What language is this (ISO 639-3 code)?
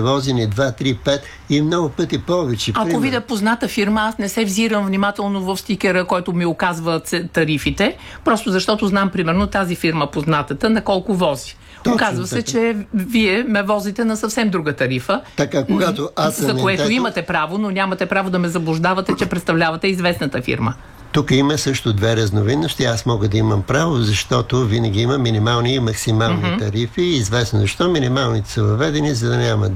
bul